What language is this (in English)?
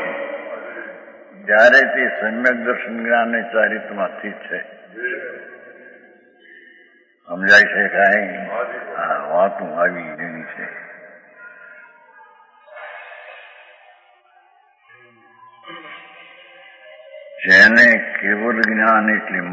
Gujarati